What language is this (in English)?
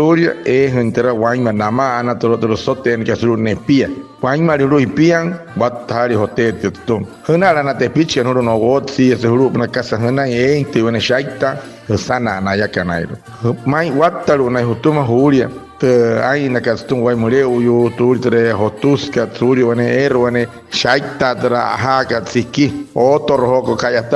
Wayuu